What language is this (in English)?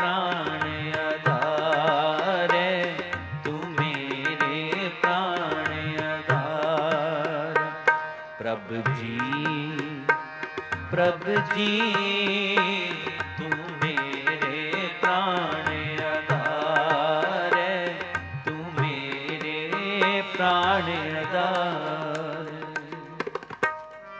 Punjabi